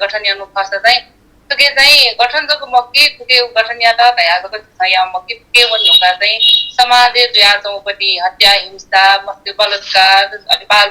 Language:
Newari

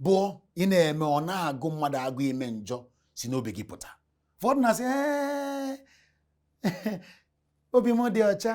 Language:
Igbo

